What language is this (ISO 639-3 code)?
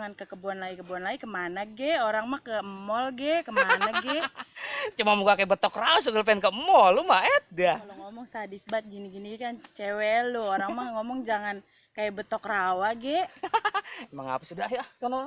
bew